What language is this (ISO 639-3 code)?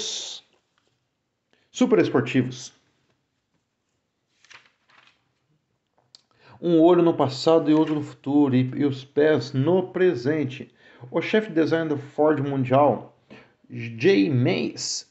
por